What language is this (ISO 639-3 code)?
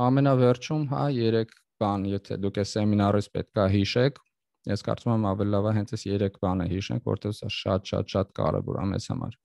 hye